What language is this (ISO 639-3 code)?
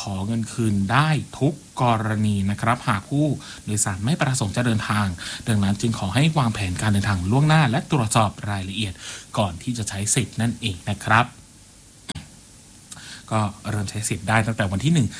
tha